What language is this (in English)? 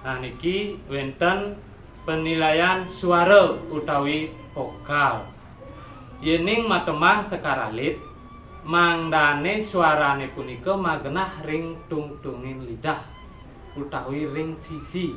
Balinese